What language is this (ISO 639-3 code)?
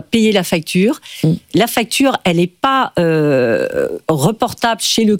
fra